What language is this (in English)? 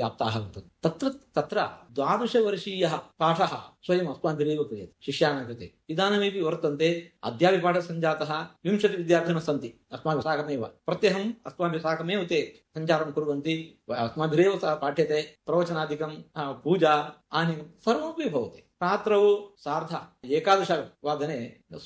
Sanskrit